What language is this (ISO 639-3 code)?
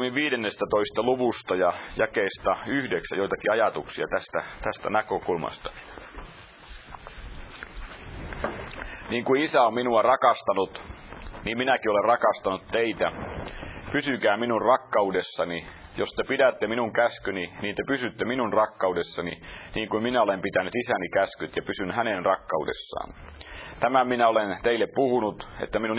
fin